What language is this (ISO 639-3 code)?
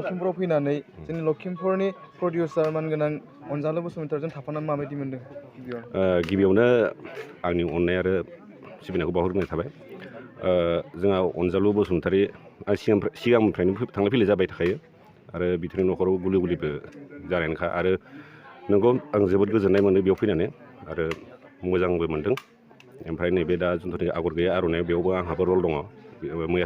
brx